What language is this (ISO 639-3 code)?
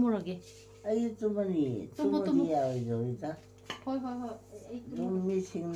mni